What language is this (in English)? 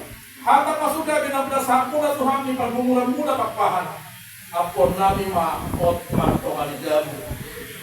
Batak Toba